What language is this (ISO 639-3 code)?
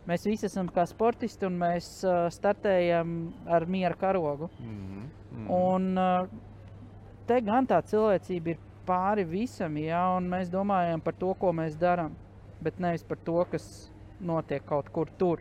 lav